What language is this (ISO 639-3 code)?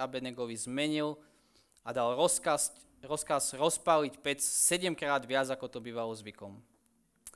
slk